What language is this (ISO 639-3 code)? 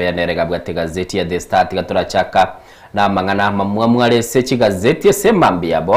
guz